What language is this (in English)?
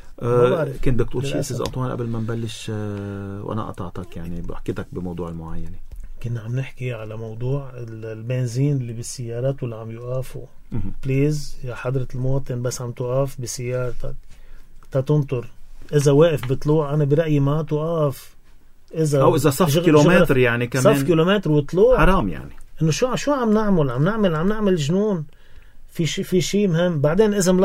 North Levantine Arabic